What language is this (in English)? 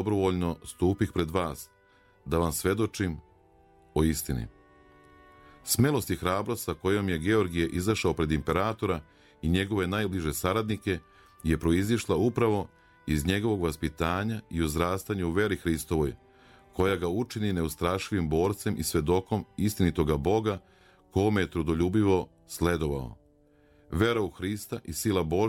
Serbian